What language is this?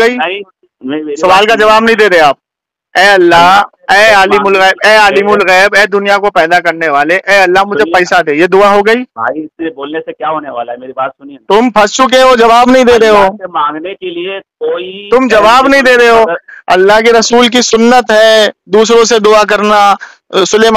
Urdu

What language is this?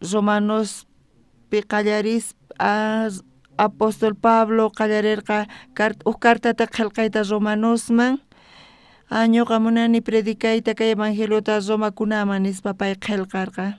South Bolivian Quechua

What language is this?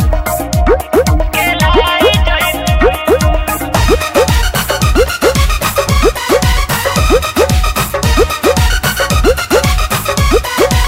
Bhojpuri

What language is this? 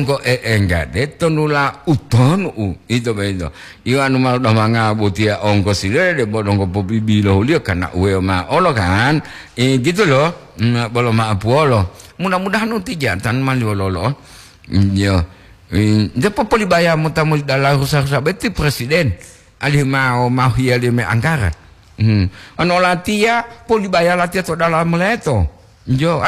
Gorontalo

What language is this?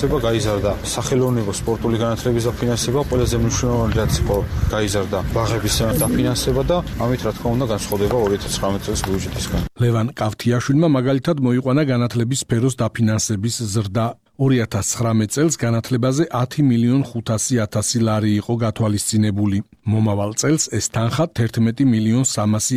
Georgian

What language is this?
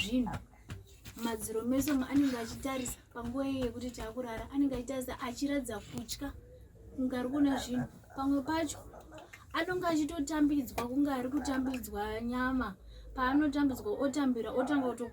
Shona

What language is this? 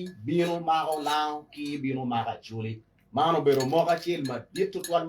Acoli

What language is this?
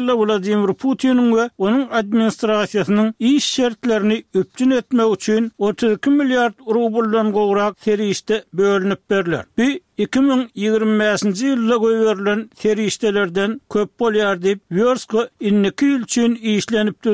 Turkmen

